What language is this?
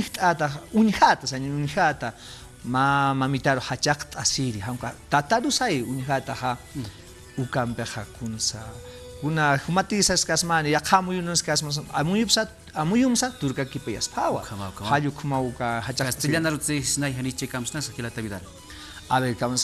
Aymara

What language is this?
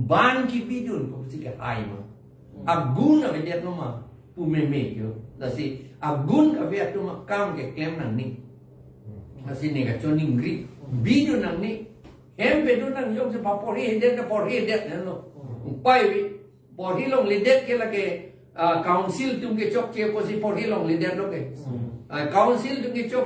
Karbi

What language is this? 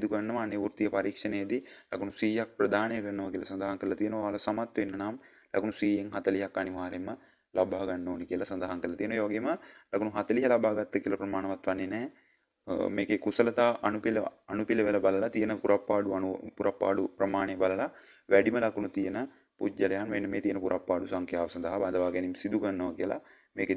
Sinhala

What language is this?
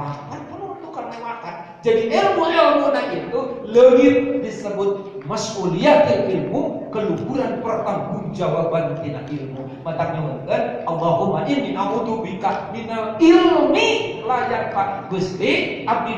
Sundanese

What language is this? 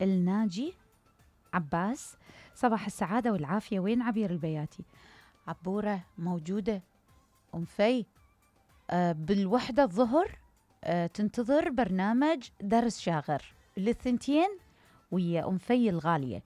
Mesopotamian Arabic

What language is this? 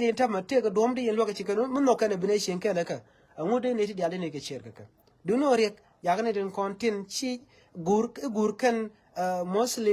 Nuer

